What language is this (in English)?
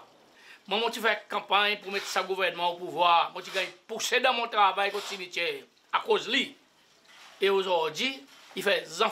Seselwa Creole French